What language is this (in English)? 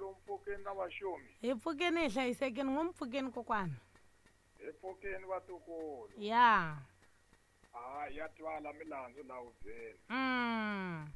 Tsonga